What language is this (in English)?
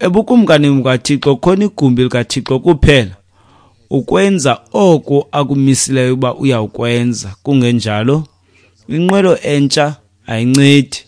Xhosa